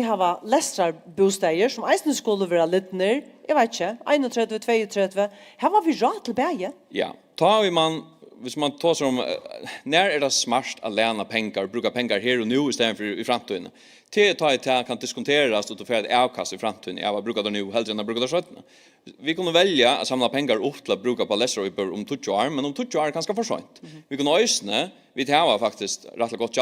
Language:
Faroese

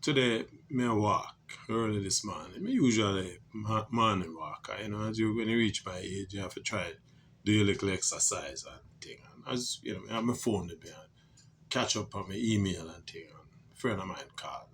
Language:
Jamaican Creole English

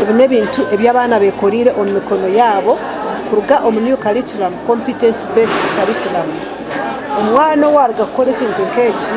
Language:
Nyankole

